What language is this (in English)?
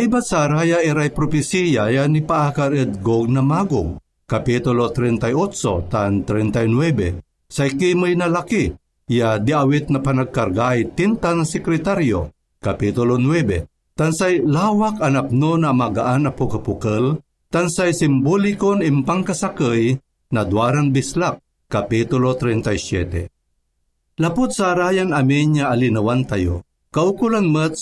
Pangasinan